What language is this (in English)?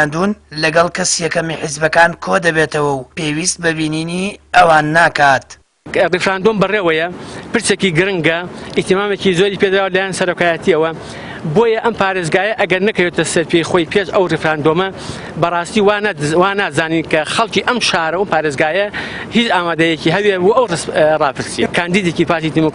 Central Kurdish